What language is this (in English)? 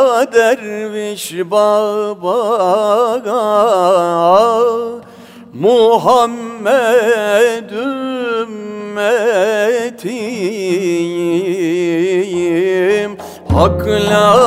Turkish